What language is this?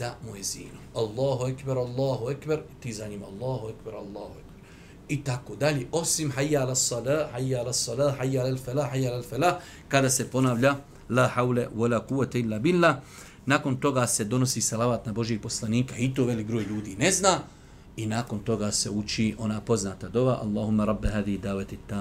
Bosnian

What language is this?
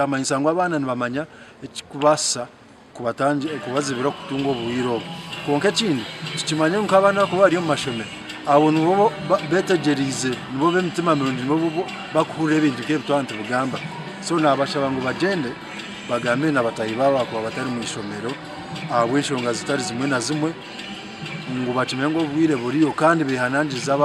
Nyankole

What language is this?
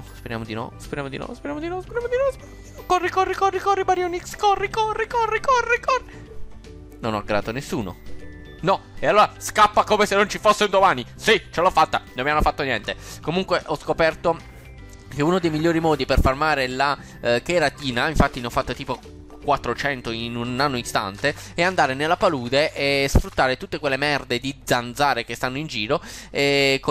Italian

